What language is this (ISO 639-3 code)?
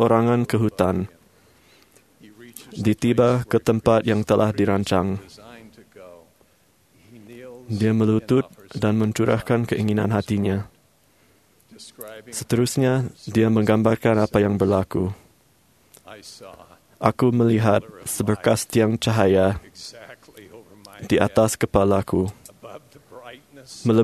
msa